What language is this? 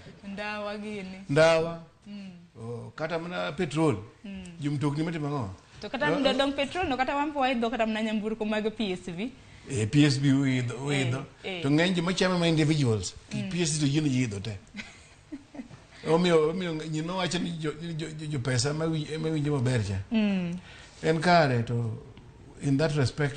Luo (Kenya and Tanzania)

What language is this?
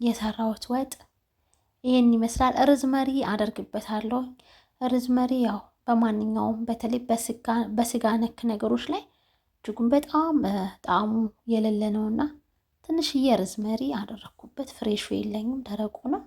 Amharic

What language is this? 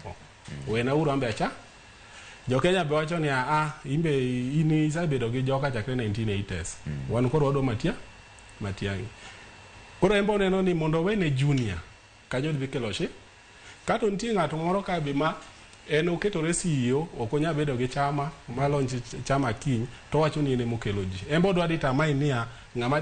Luo (Kenya and Tanzania)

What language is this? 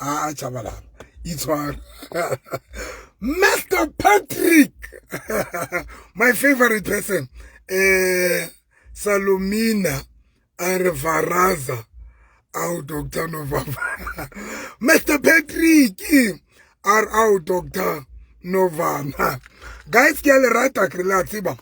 Southern Sotho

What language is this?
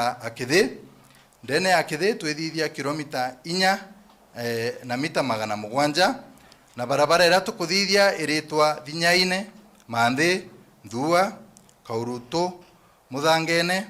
Meru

